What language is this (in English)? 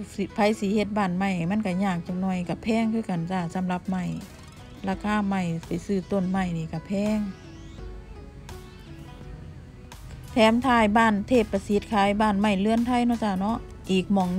Northeastern Thai